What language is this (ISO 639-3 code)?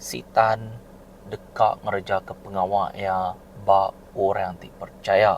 iba